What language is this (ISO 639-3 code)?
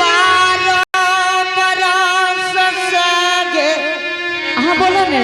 anp